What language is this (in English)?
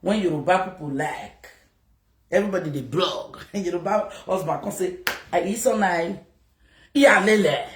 Nigerian Pidgin